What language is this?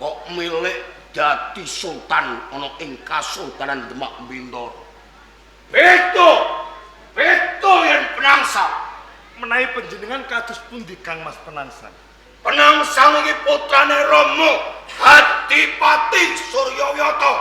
Javanese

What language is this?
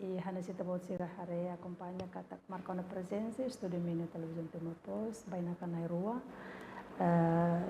Tetum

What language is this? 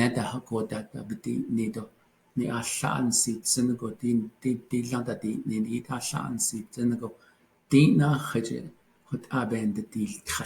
Navajo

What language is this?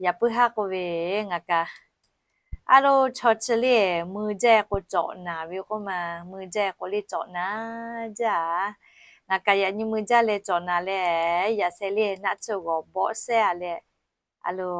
Lahu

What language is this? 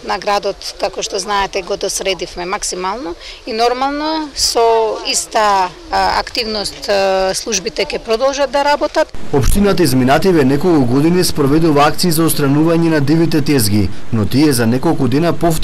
Macedonian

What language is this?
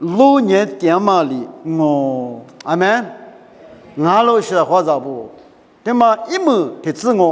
Lisu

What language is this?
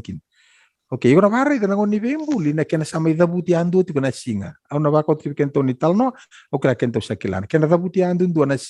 Fijian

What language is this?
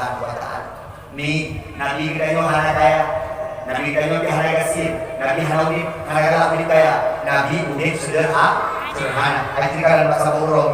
Achinese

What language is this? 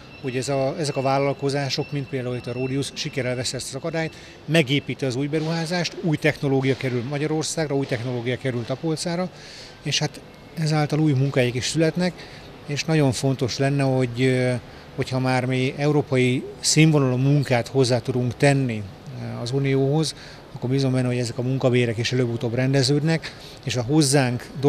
Hungarian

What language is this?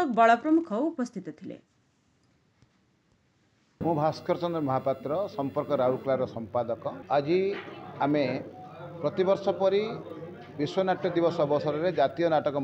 Odia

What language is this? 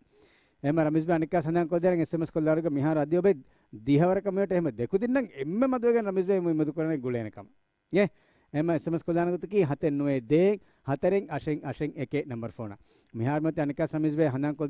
Divehi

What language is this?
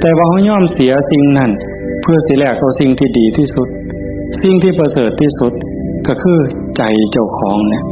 Northeastern Thai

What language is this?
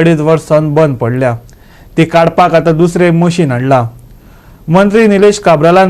Konkani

